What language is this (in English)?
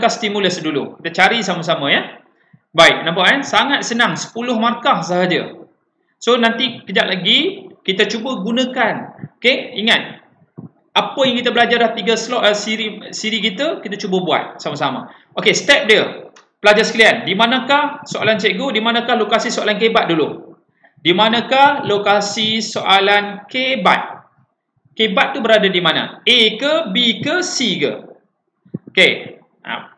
Malay